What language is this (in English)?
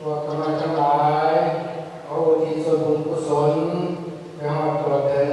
Pali